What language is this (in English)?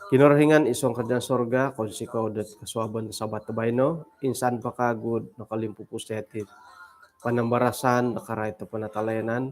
Central Dusun